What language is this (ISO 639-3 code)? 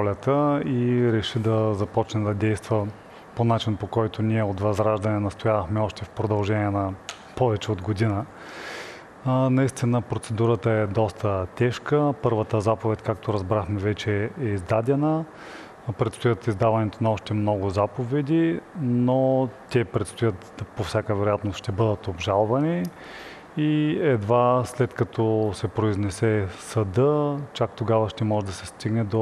bul